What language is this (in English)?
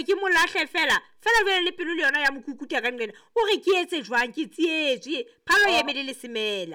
Southern Sotho